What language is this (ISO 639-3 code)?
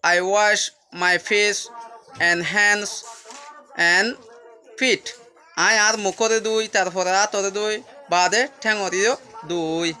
rhg